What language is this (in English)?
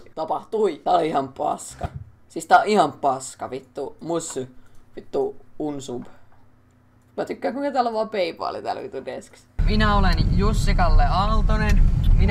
Finnish